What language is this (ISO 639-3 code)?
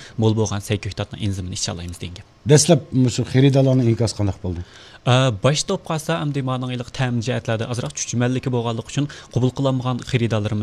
uig